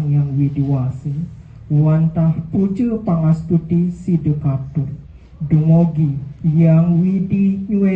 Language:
Balinese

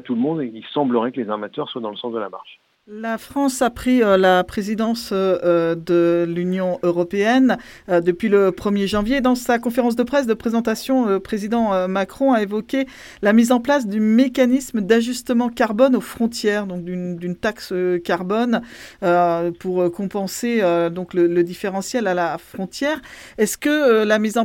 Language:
French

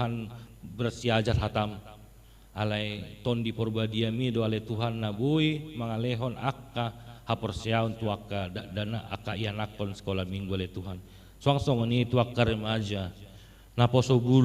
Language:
Batak Toba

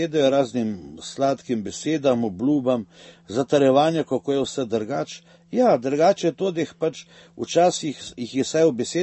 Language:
Slovenian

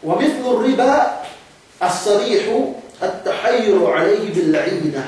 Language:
Yakan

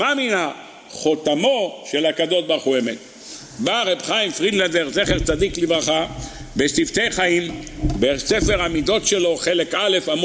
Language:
Hebrew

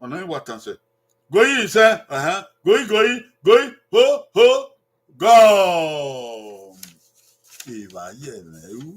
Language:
Bini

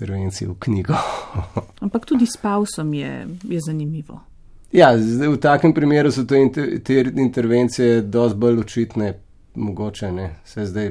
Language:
Slovenian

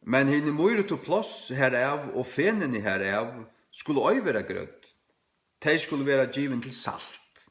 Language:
Faroese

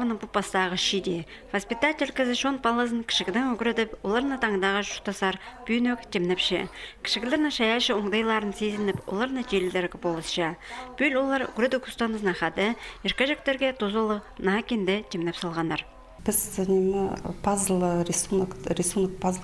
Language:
Khakas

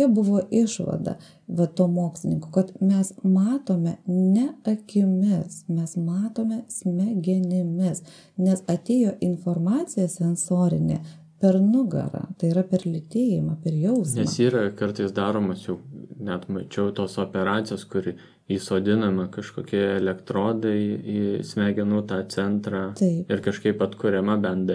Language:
Lithuanian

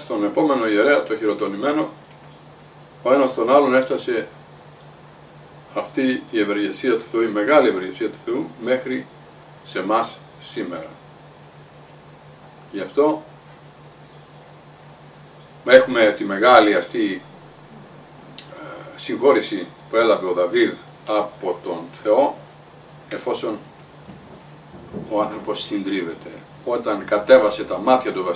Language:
Greek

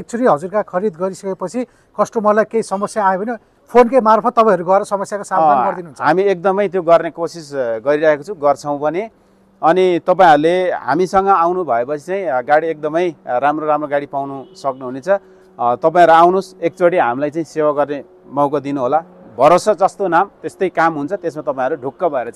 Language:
Nepali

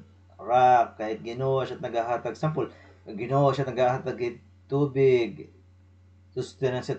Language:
Waray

